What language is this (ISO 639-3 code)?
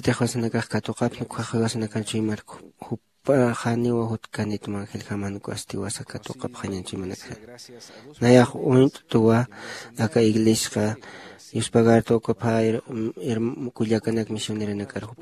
aym